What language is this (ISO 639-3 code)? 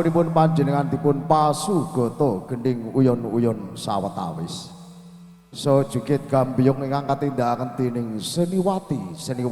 jav